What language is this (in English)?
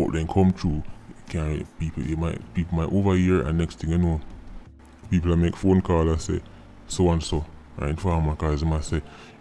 Jamaican Creole English